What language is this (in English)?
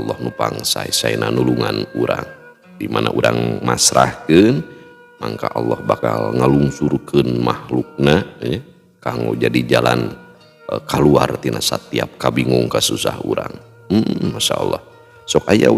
Sundanese